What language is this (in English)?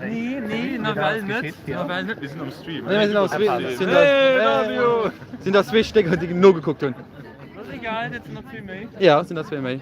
Luxembourgish